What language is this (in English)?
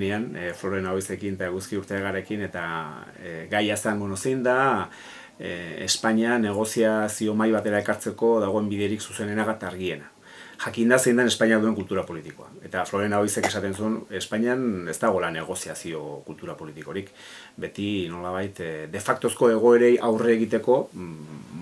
Basque